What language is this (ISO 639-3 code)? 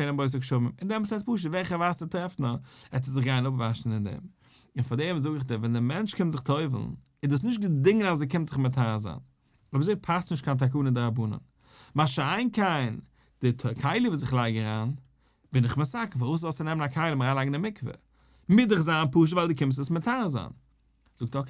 yid